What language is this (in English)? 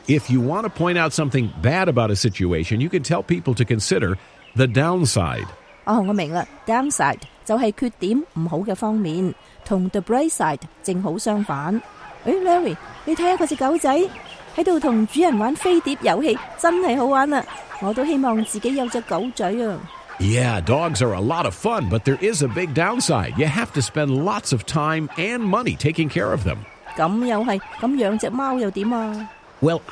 Cantonese